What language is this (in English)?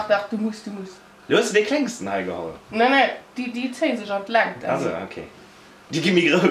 Luxembourgish